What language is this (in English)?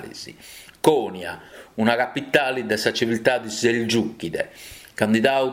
Sardinian